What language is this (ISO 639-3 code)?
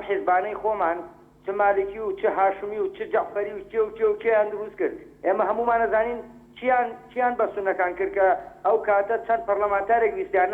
ckb